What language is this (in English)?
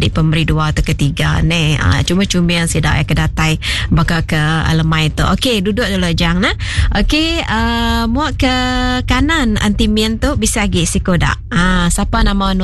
Iban